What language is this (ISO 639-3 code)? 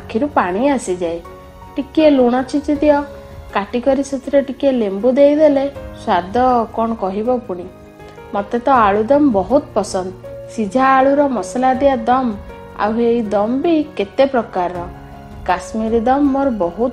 ori